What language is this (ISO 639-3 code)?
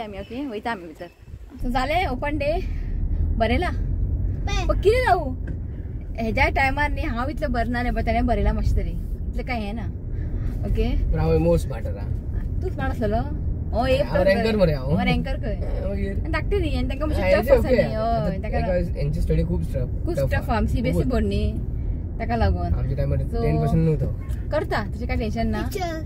kok